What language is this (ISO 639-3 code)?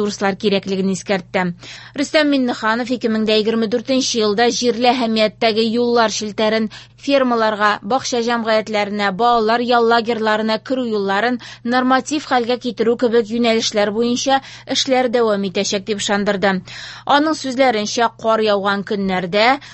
tat